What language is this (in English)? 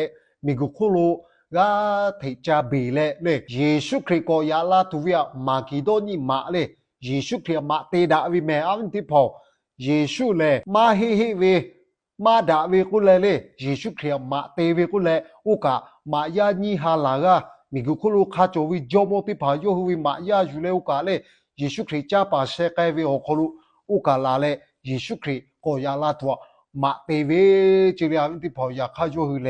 Lahu